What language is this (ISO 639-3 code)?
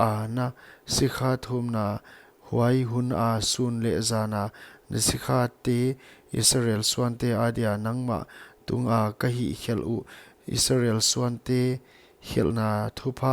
pck